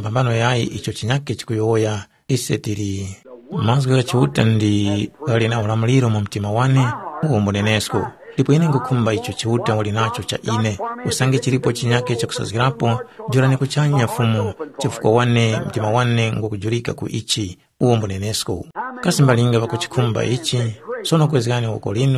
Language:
Tumbuka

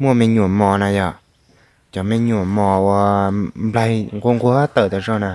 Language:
Hmong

